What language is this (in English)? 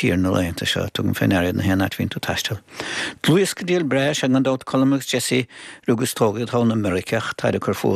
Irish